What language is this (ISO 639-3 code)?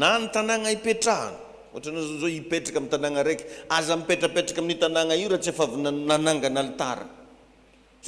mlg